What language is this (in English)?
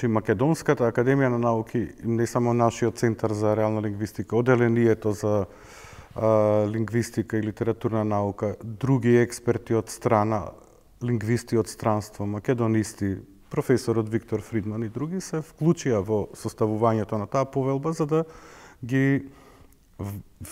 Macedonian